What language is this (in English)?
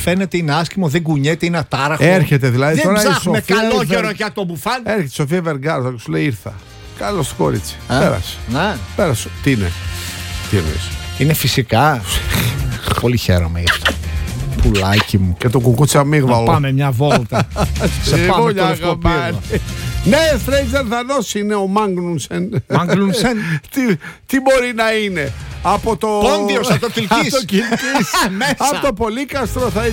Greek